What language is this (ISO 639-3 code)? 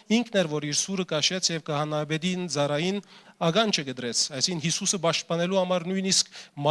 hyw